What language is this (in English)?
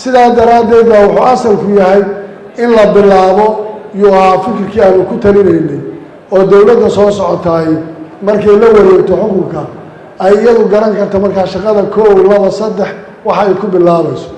Somali